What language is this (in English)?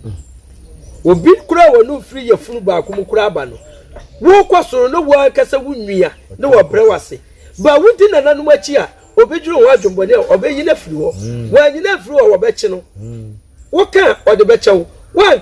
Akan